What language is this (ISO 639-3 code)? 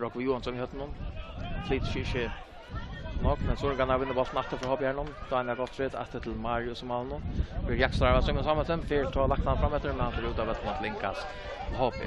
fao